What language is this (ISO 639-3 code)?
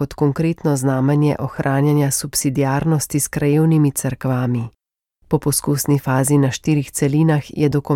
slv